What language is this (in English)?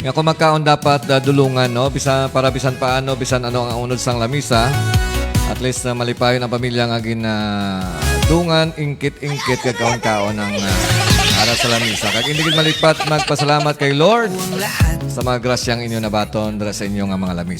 Hiligaynon